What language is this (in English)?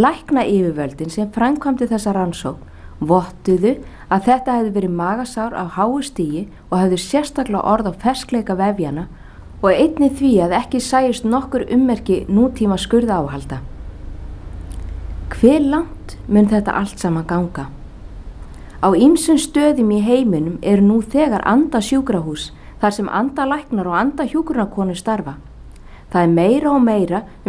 Icelandic